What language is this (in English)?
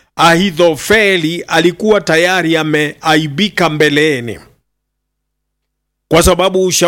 Swahili